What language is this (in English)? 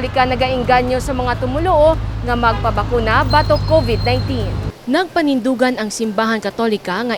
Hiligaynon